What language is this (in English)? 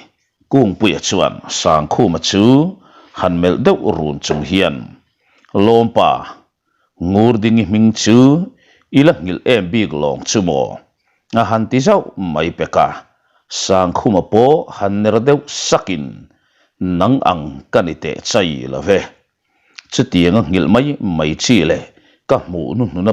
Mizo